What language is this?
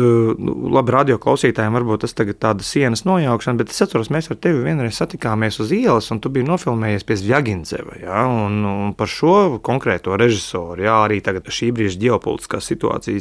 Latvian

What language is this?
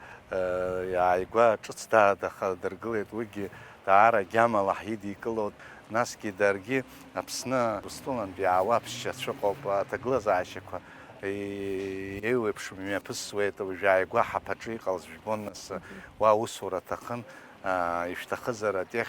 Abkhazian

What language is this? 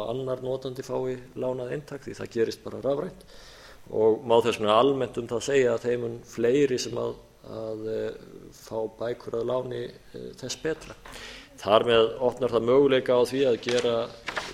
Icelandic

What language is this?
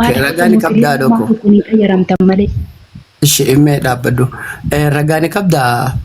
Oromo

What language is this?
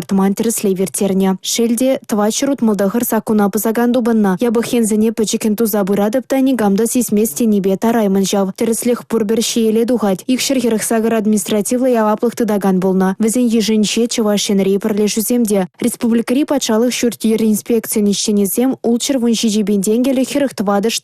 Chuvash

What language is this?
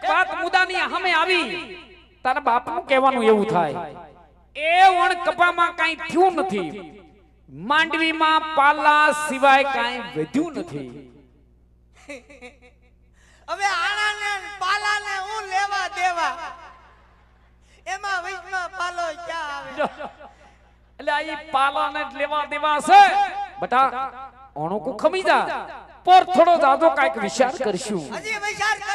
Gujarati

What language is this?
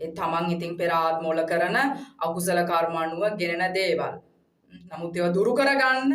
Sinhala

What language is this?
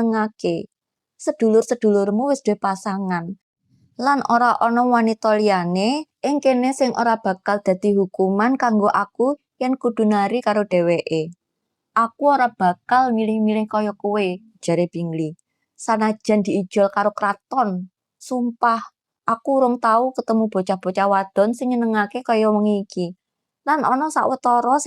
Javanese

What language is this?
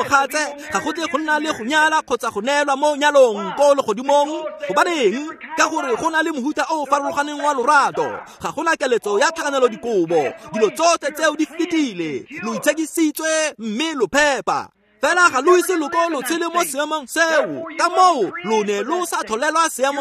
Tswana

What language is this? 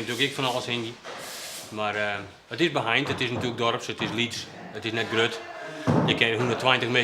Western Frisian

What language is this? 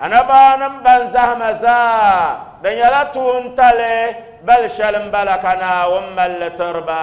Dagbani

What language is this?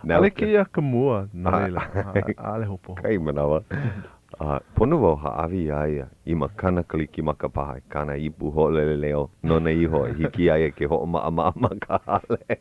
Hawaiian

